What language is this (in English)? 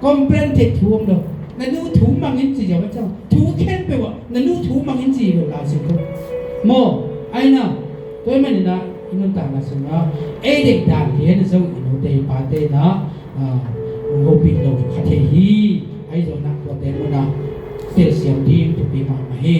Tedim Chin